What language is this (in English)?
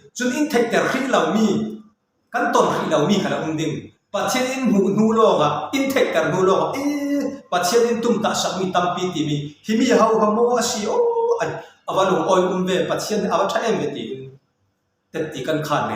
Falam Chin